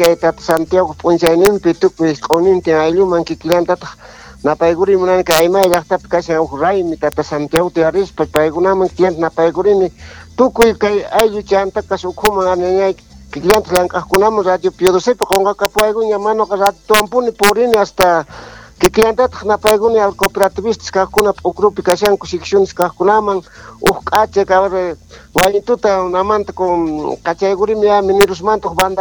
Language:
Quechua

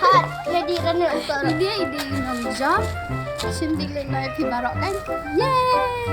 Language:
Khasi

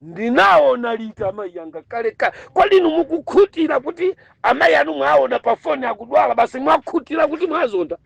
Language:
Nyanja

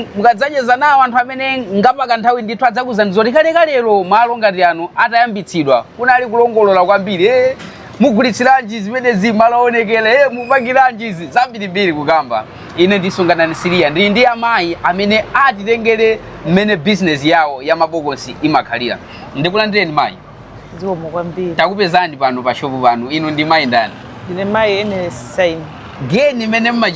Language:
Nyanja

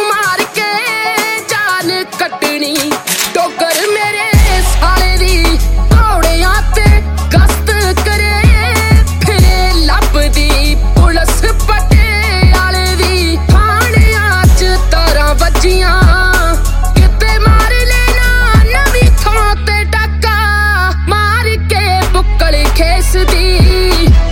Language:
Punjabi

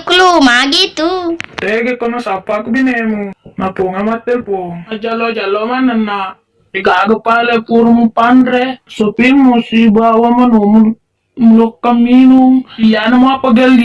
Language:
Buginese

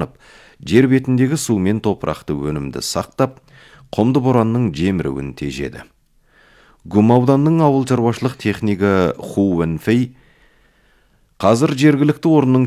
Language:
Kazakh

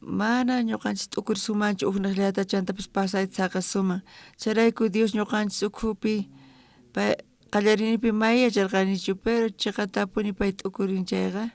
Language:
South Bolivian Quechua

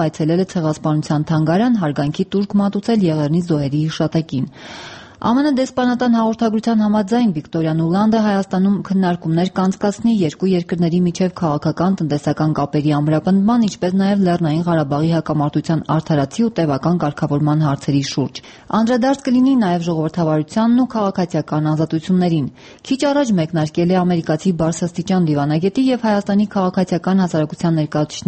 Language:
Armenian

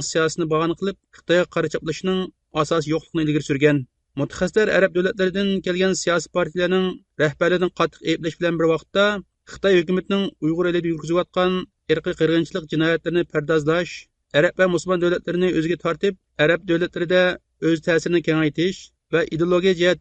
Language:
Uyghur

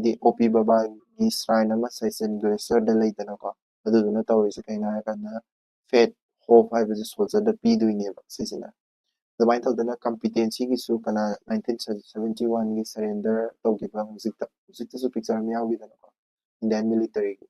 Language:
Manipuri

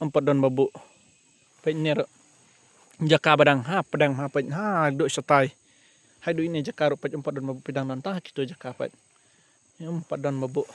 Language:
Khasi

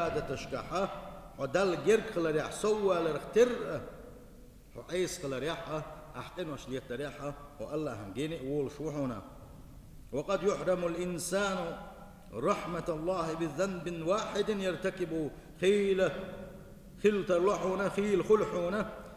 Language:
Chechen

